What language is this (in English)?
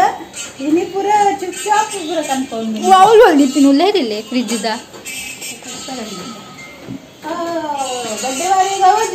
Tulu